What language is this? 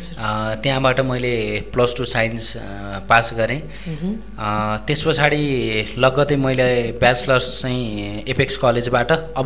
Nepali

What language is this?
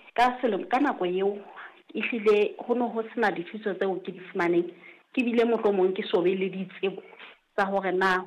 Southern Sotho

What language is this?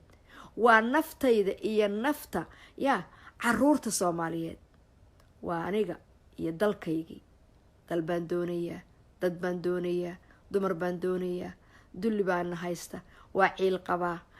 Somali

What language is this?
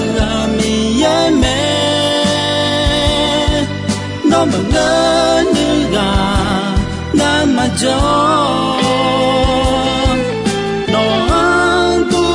Akha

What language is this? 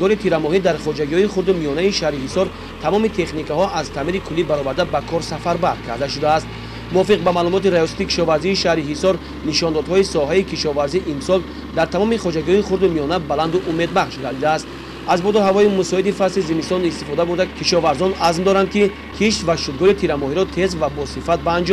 Tajik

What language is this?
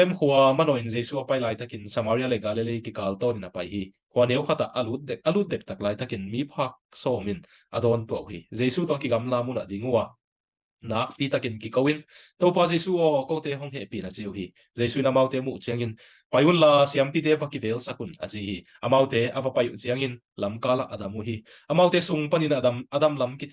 Tedim Chin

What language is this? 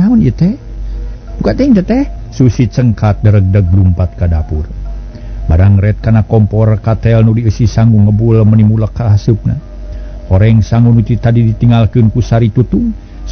Sundanese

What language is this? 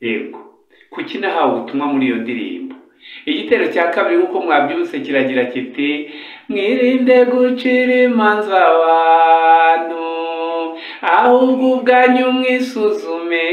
Kinyarwanda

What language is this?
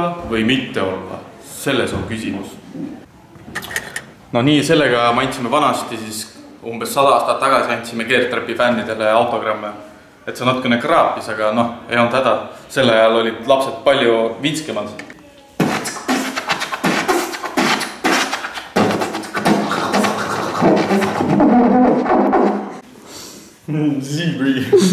Estonian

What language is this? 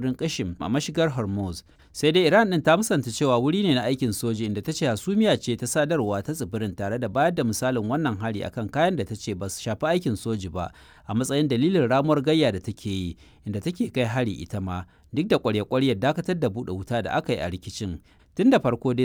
Hausa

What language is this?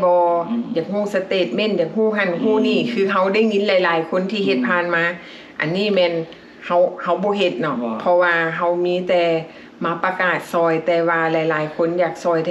Lao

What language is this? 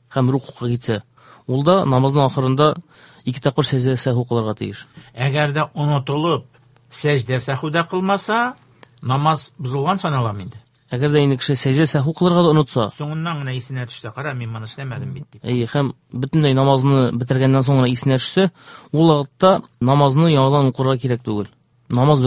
Tatar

